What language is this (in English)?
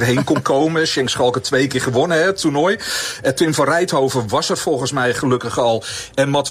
Dutch